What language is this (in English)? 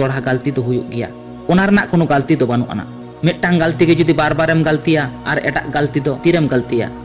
Santali